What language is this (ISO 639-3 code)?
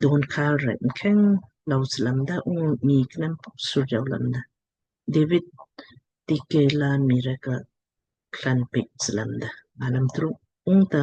lmk